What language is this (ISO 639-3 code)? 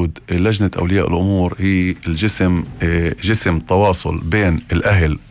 apc